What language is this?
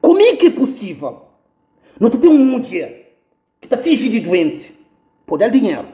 Kabuverdianu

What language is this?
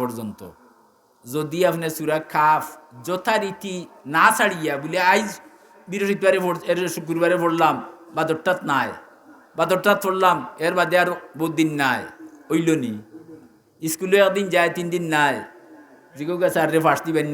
Sylheti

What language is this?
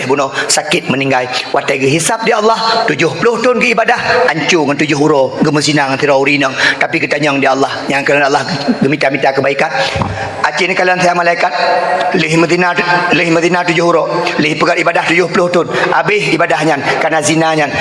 Achinese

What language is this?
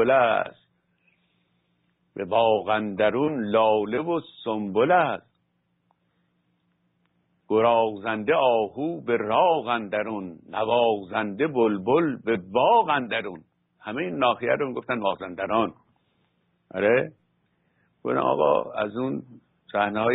Persian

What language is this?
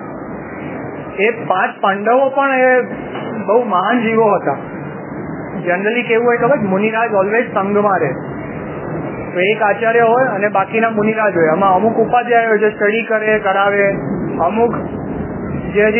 Gujarati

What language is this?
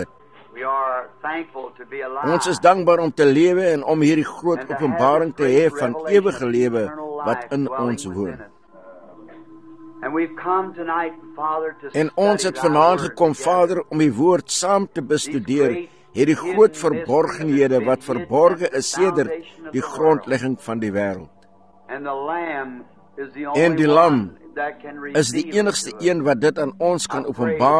Afrikaans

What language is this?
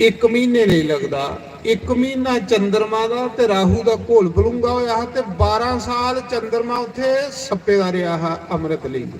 Dogri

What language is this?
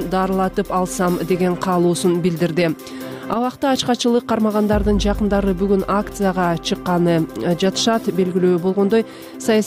Kyrgyz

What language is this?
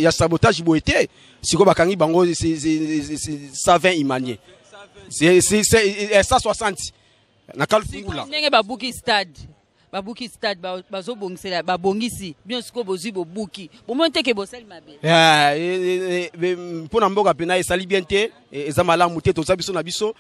Lingala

